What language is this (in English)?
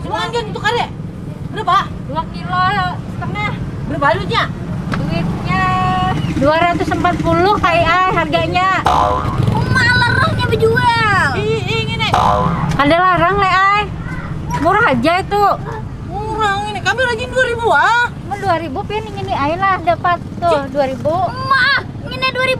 Banjar